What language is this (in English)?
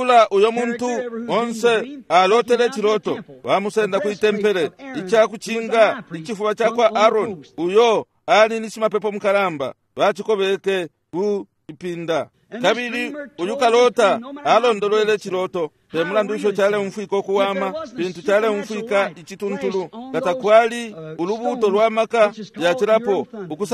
Bemba